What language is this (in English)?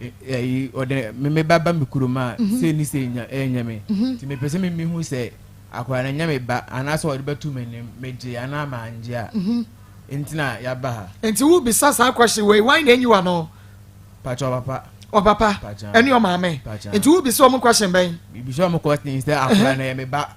Akan